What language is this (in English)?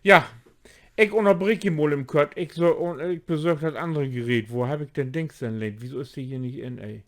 Low German